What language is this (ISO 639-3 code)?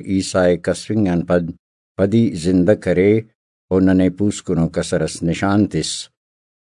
brh